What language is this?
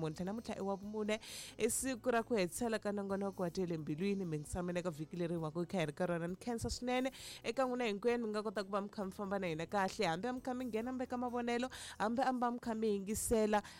Tsonga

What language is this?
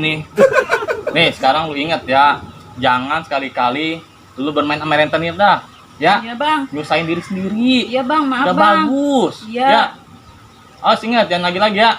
Betawi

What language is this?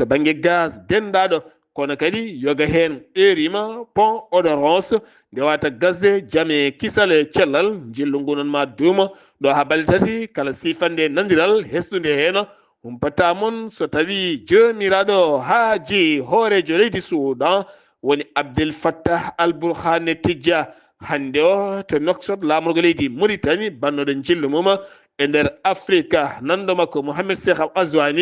Fula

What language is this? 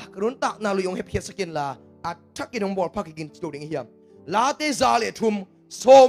Tedim Chin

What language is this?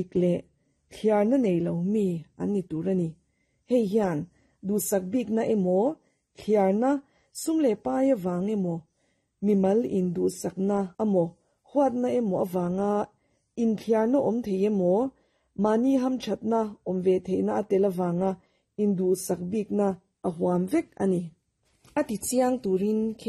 Mizo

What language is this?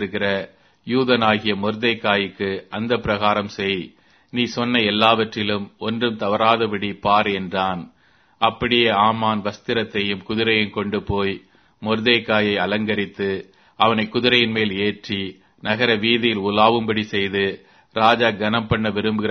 Tamil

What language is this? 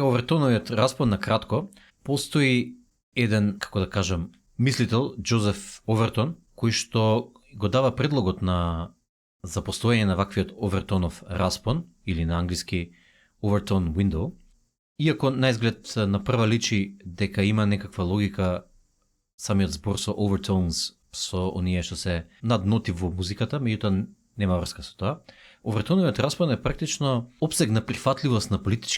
Macedonian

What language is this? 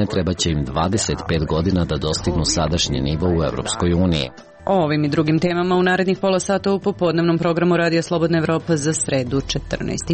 Serbian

